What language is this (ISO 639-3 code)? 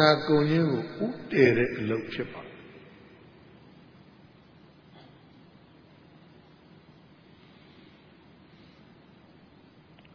mya